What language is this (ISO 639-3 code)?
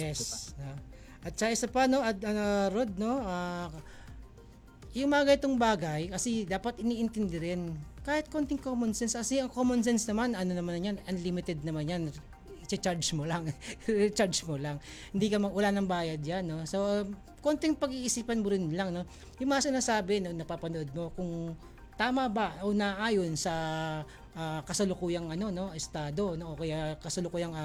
fil